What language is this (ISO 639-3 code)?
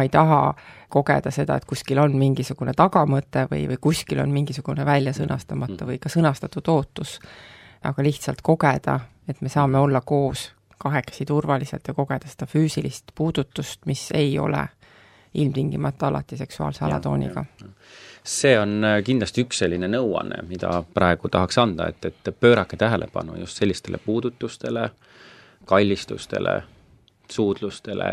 est